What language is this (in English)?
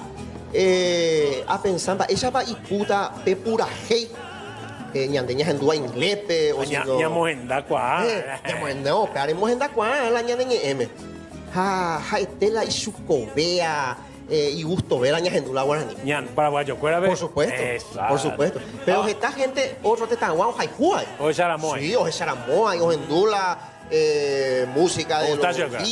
Guarani